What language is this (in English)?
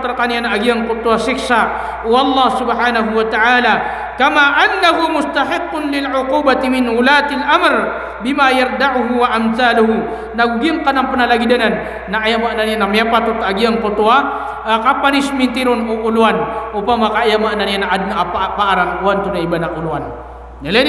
Maranao